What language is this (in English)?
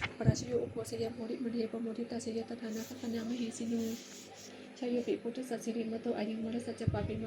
Pali